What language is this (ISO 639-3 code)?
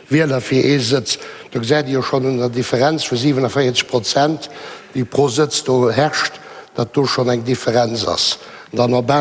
ltz